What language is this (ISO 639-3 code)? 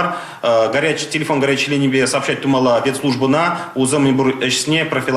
chv